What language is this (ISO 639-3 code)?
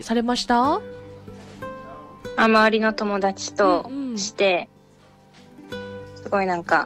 jpn